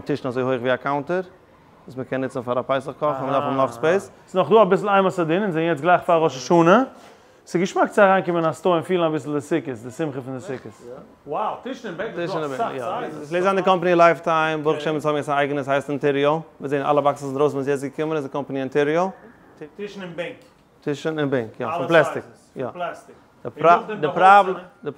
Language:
Yiddish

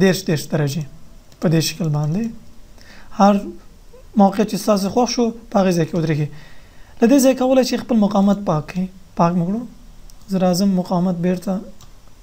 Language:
Pashto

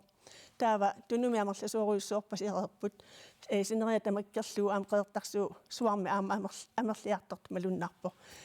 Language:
Kalaallisut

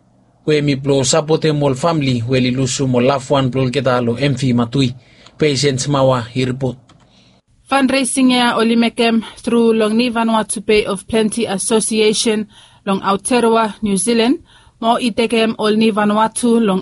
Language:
Bislama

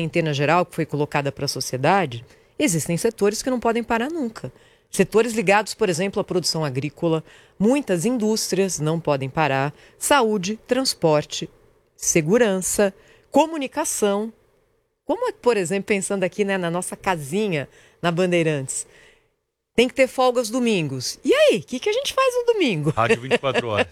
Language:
Portuguese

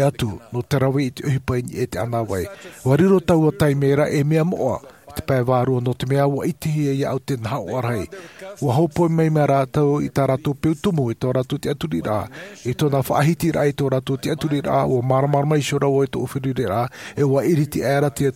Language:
Tahitian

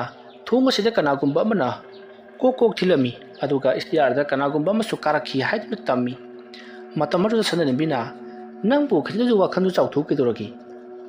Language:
Manipuri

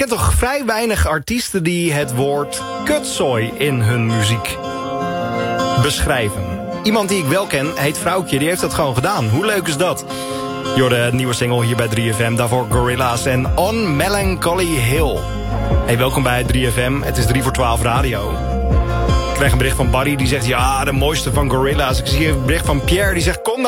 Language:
Dutch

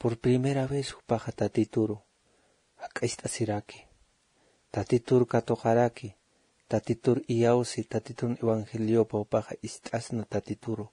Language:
Aymara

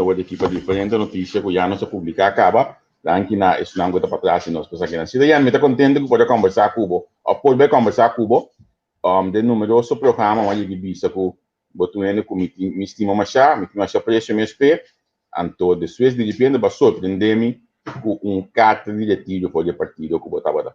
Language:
Papiamento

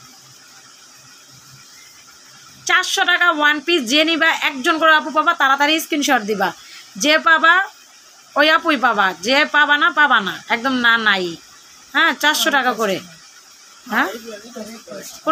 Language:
Bangla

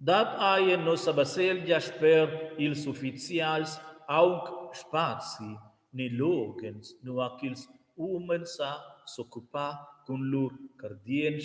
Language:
Romansh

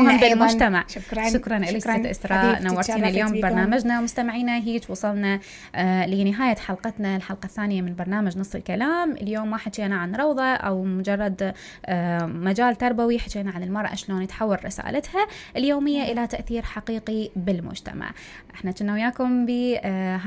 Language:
Mesopotamian Arabic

